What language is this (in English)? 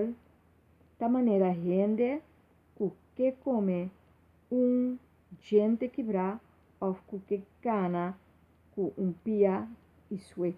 Papiamento